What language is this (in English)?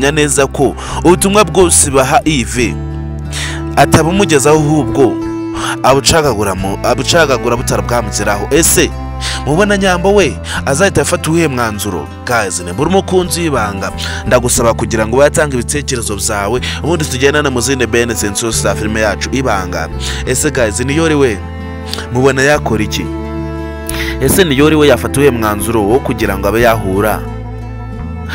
Kinyarwanda